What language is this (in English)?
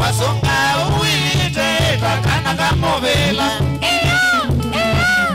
Kamba